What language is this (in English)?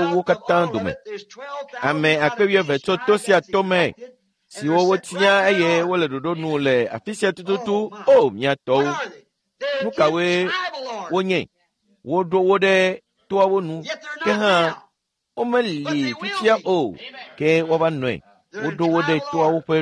Ewe